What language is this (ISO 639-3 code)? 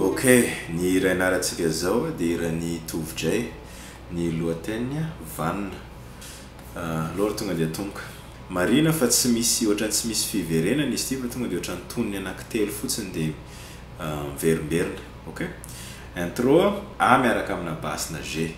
mlg